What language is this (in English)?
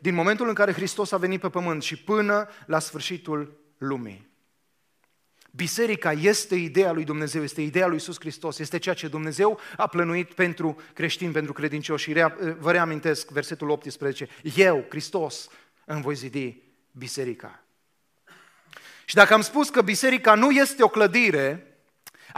Romanian